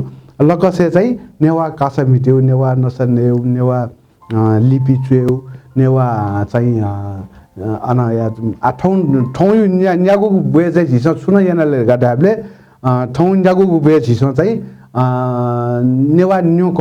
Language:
Newari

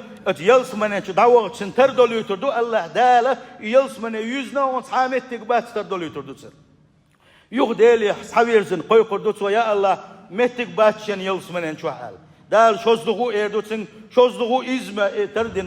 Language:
Chechen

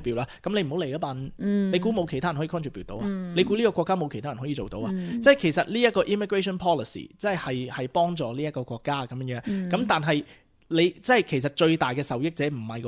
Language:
Cantonese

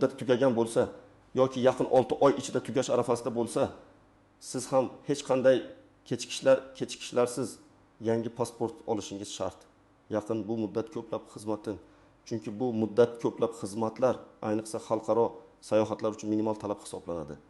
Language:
Uzbek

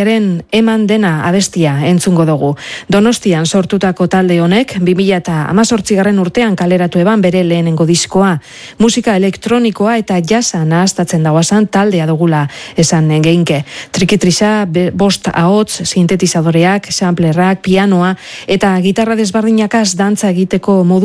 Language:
Basque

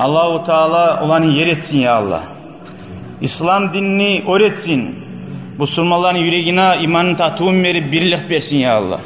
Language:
Kumyk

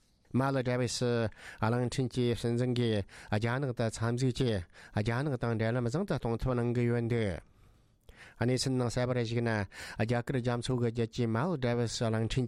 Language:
Tibetan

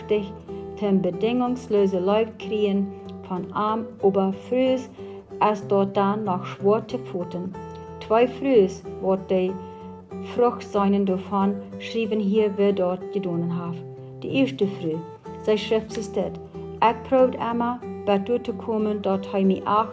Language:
Plautdietsch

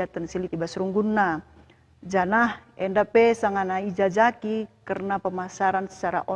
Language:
Batak Karo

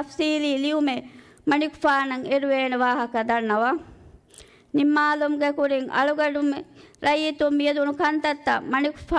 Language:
Divehi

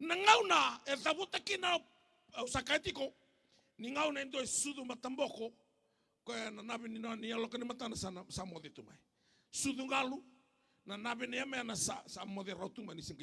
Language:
Fijian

